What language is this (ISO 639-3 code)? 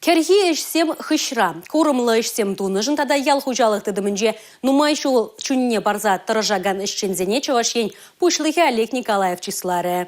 chv